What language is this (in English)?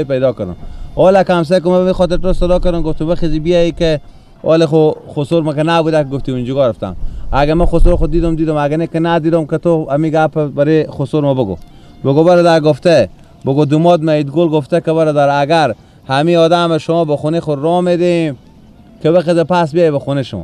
Persian